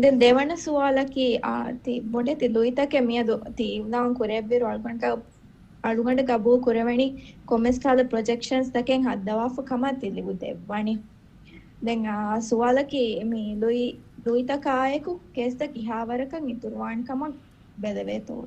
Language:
Divehi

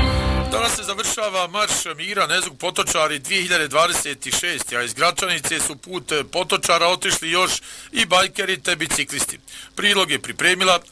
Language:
Bosnian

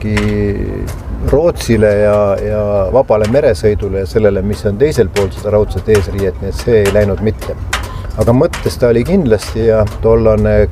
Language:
Estonian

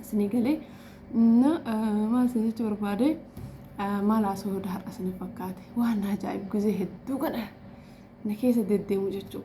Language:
Oromo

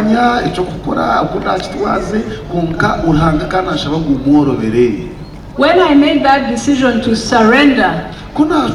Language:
Nyankole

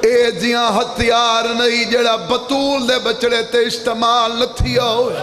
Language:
Saraiki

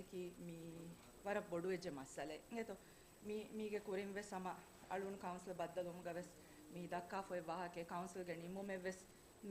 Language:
Divehi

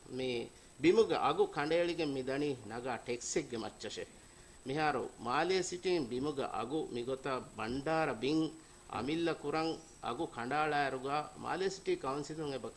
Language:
Divehi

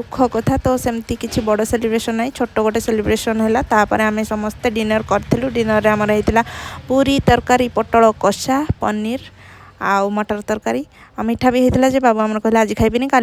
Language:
Odia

